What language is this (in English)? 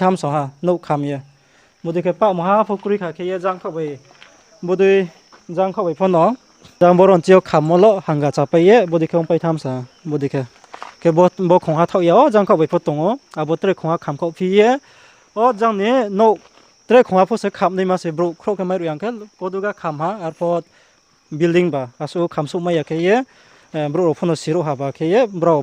Riang (India)